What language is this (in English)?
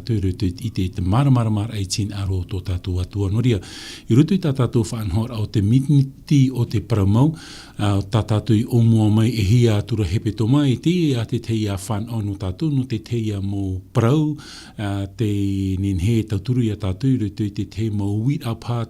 Tahitian